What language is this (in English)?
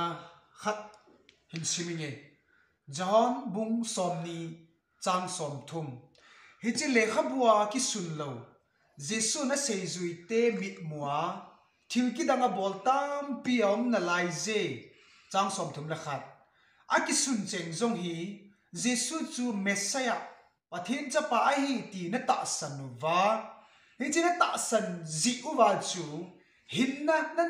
Thado Chin